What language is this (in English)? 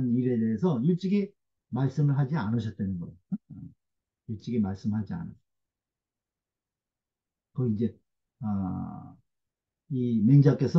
Korean